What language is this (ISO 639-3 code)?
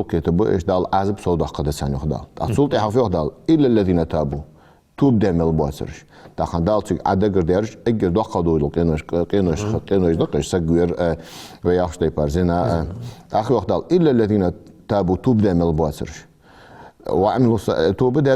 inh